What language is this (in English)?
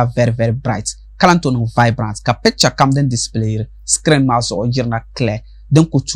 Dagbani